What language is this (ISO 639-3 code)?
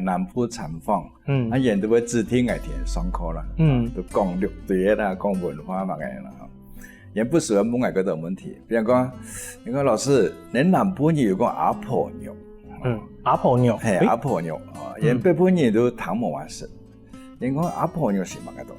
hak